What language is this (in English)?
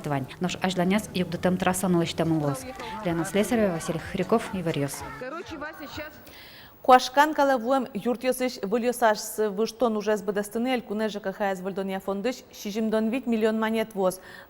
Udmurt